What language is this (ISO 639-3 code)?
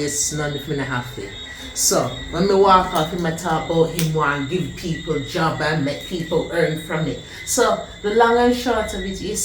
jam